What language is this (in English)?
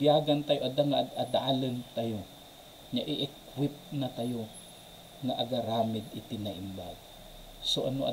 Iloko